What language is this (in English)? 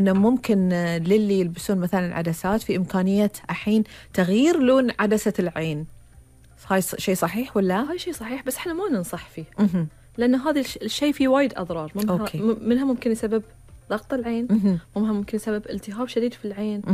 Gulf Arabic